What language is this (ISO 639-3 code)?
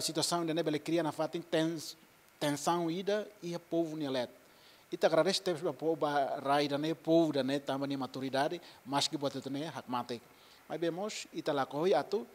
tet